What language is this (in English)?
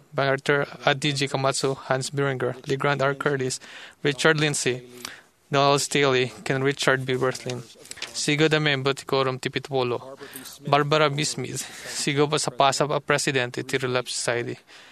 Iloko